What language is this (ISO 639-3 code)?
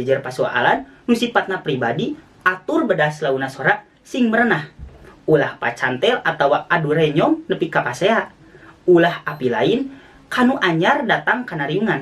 sun